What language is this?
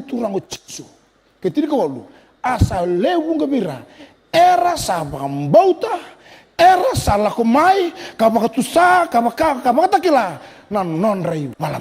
Fijian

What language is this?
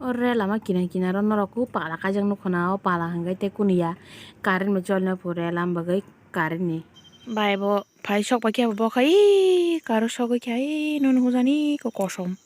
Kok Borok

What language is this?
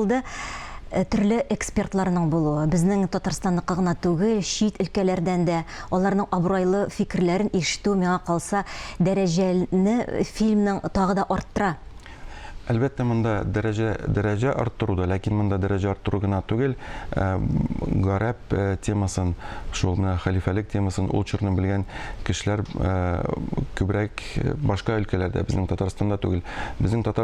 Tatar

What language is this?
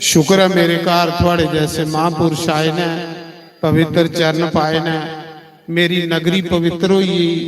Dogri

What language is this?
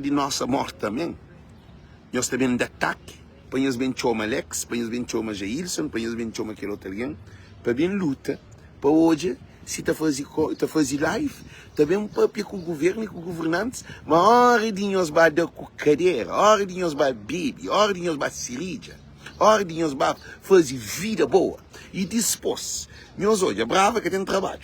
Kabuverdianu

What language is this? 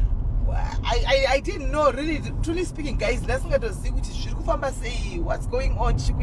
Shona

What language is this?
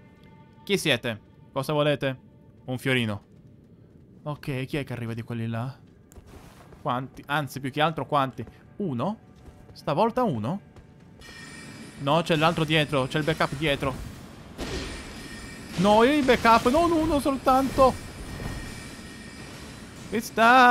Italian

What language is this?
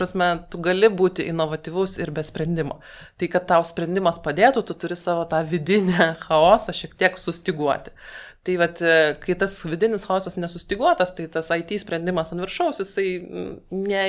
Lithuanian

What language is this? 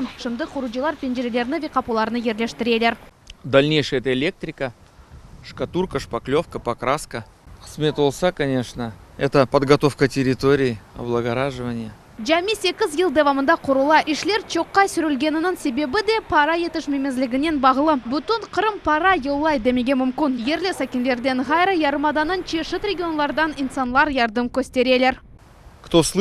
Crimean Tatar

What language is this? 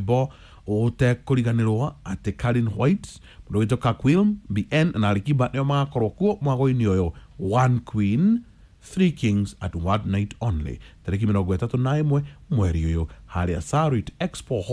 Kikuyu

